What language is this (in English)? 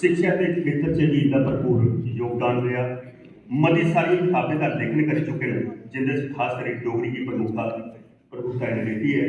Dogri